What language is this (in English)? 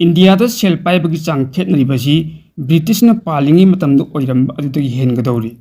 Manipuri